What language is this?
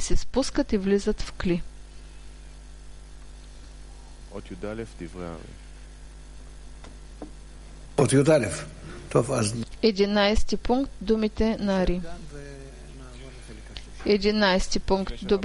Bulgarian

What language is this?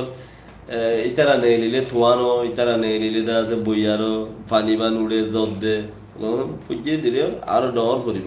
Rohingya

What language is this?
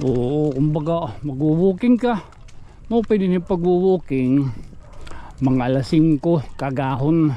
Waray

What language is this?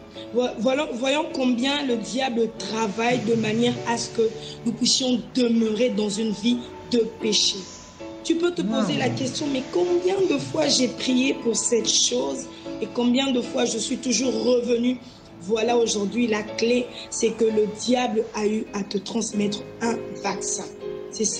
French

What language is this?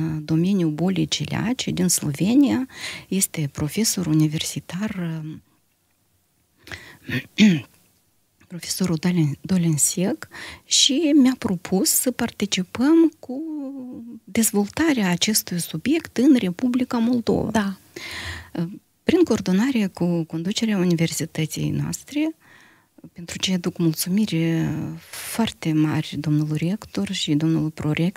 Romanian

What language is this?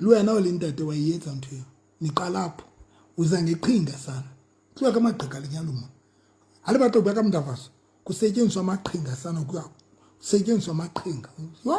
Southern Sotho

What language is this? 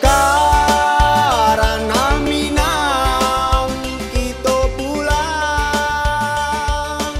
Minangkabau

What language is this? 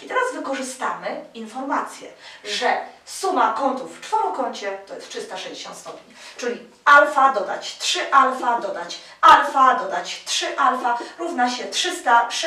Polish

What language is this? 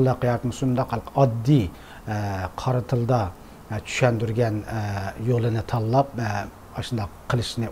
Uyghur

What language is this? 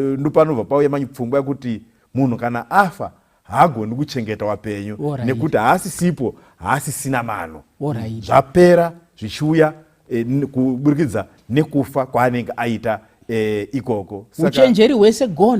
Shona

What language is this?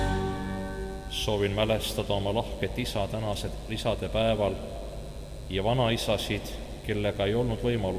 Estonian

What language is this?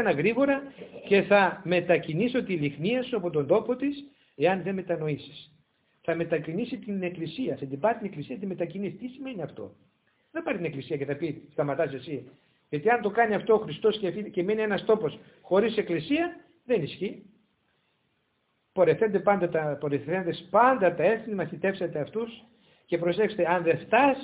Greek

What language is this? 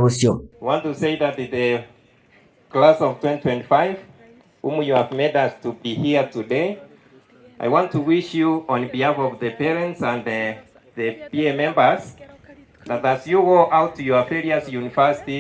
Gusii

